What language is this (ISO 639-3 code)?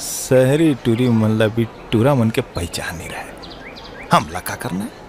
hne